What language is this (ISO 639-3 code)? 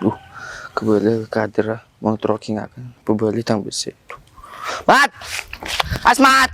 mad